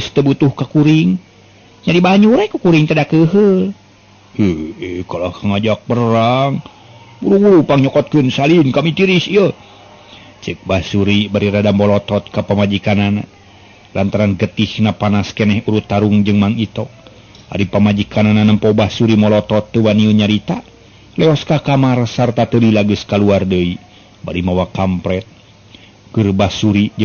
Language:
Sundanese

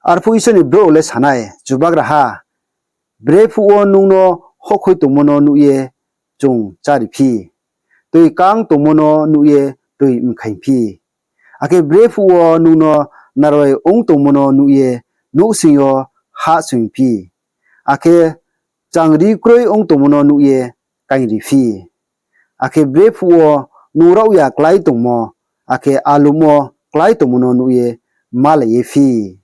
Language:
Riang (India)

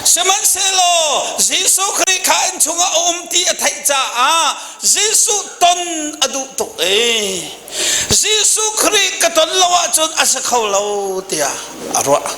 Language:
Hakha Chin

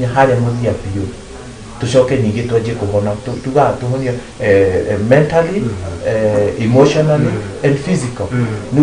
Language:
Kikuyu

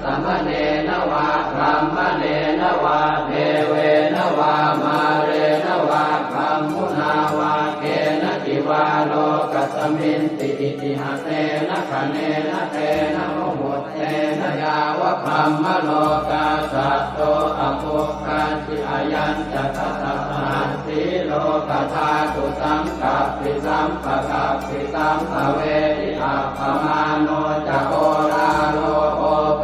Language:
Pali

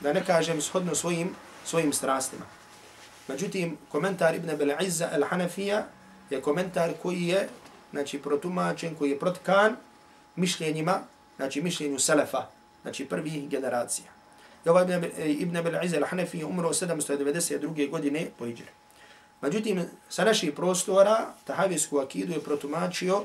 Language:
Bosnian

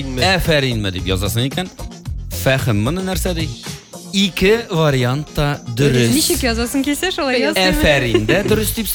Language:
Tatar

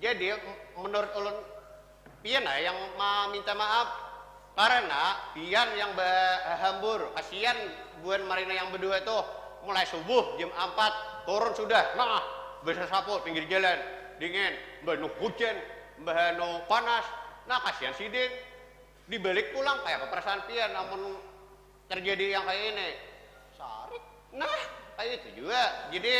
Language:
Banjar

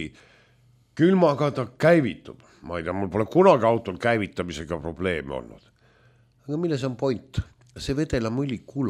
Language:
Estonian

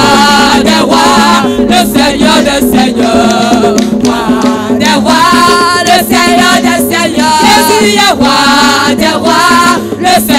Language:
French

